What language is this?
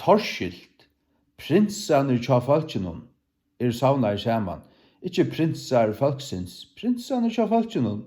Faroese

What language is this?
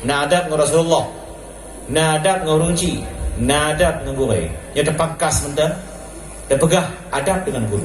Achinese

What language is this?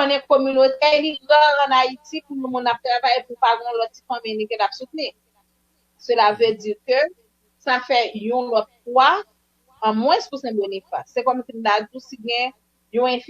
Haitian Creole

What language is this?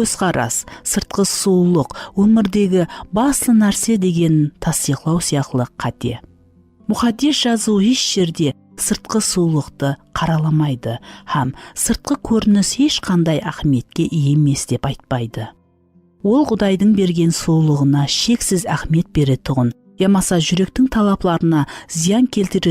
Kara-Kalpak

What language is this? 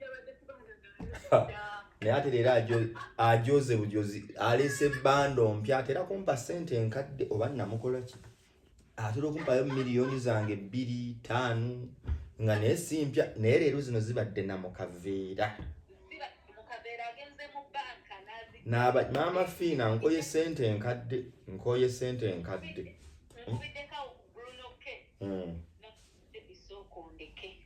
Ganda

